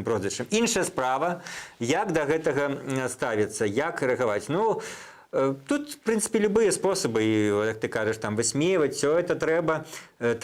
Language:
Belarusian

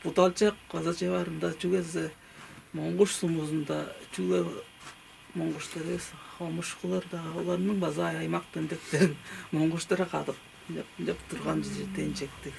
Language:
Tuvinian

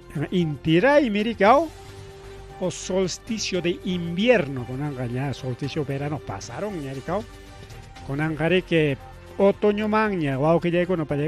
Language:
Ayacucho Quechua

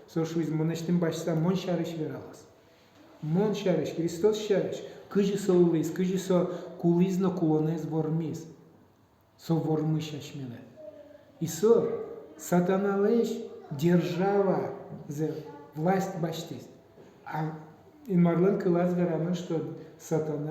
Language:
Udmurt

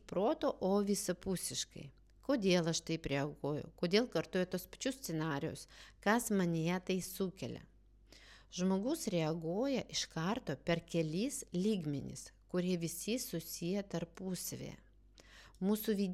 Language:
Lithuanian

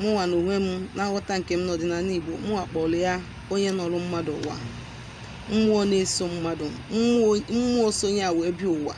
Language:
Igbo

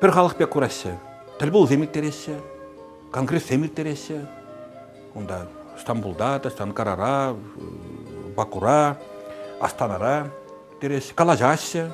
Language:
Chuvash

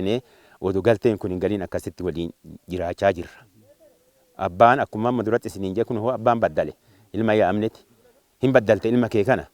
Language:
Oromo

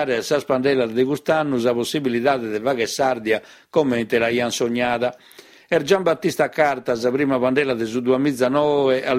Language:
Sardinian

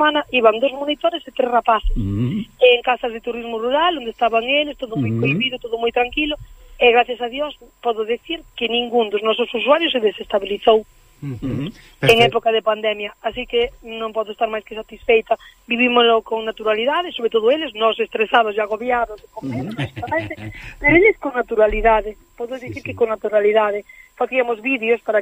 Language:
Galician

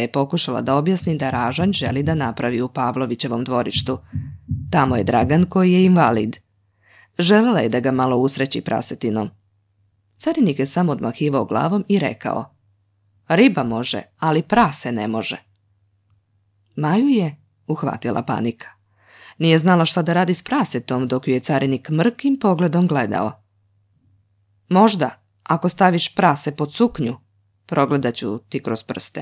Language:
Serbian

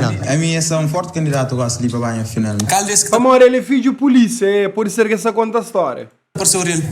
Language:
Kabuverdianu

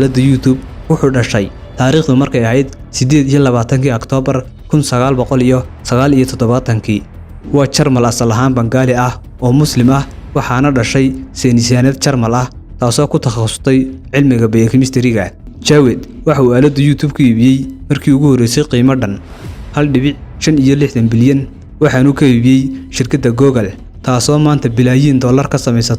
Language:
Somali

